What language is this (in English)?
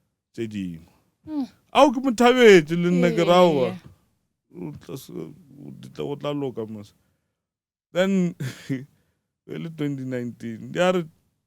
Northern Sotho